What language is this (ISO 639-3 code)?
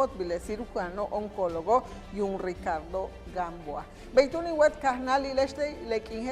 yua